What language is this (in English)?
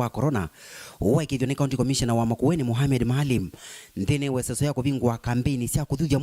Kamba